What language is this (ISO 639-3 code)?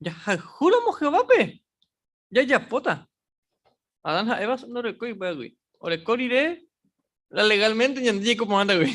grn